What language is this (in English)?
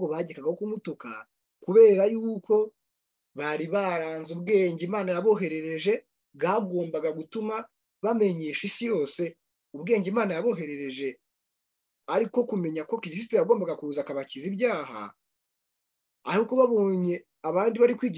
Kinyarwanda